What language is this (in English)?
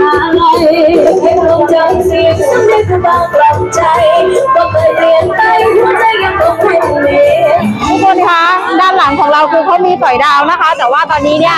Thai